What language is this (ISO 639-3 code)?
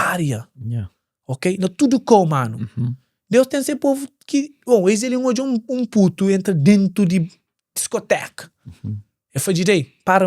kea